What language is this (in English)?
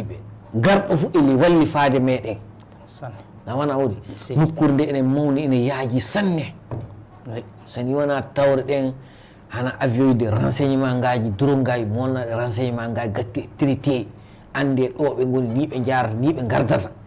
Fula